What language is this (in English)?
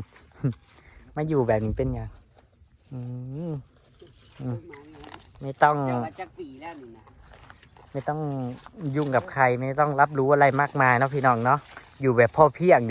Northeastern Thai